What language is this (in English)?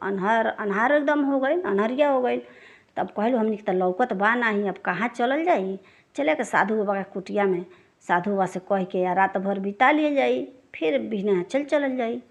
Bhojpuri